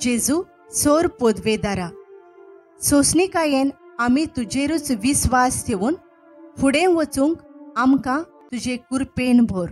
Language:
Konkani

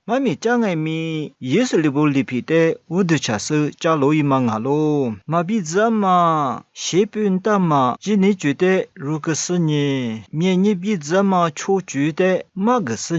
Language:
Lisu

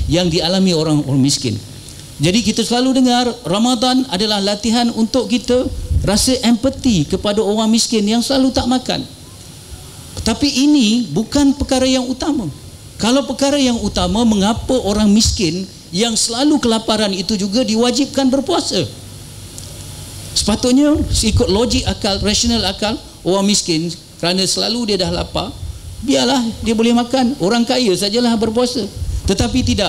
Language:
Malay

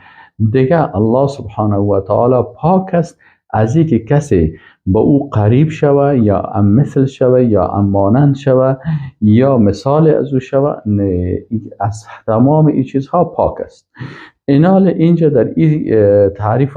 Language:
Persian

